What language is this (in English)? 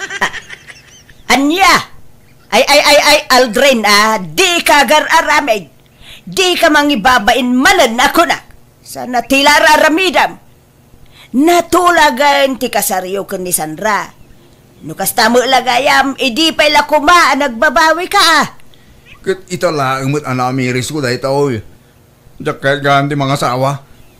Iloko